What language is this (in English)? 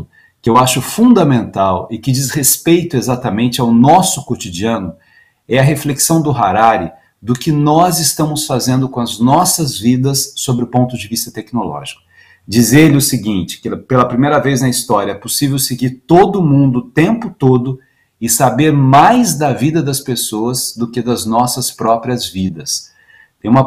Portuguese